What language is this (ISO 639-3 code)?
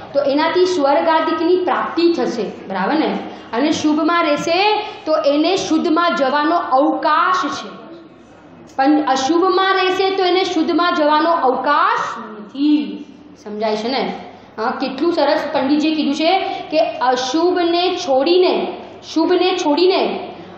guj